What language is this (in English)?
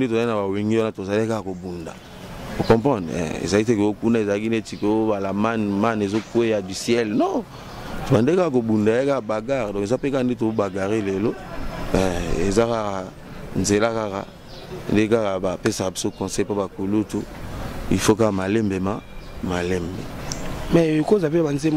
Lingala